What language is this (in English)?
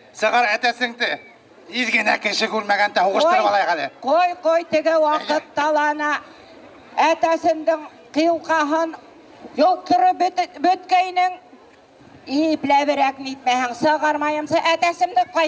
Bashkir